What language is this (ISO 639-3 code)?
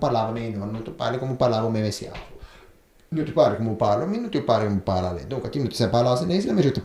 lij